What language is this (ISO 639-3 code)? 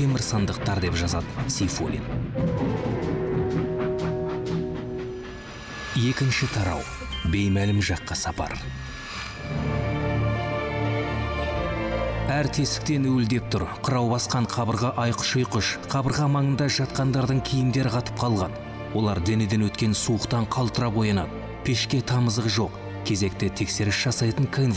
kaz